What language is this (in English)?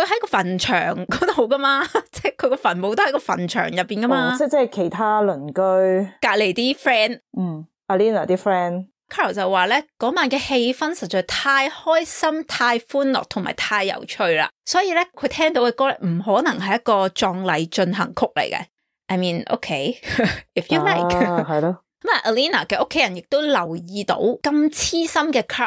Cantonese